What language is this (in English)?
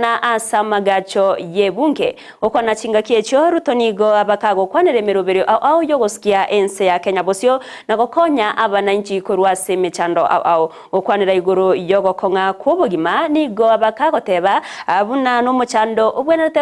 Gusii